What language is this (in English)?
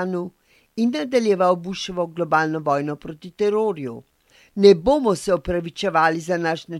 Slovenian